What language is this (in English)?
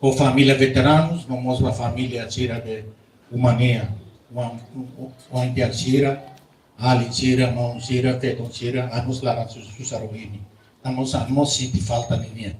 Tetum